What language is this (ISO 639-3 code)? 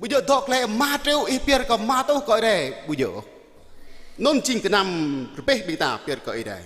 jra